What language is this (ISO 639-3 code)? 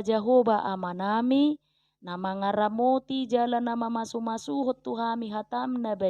bbc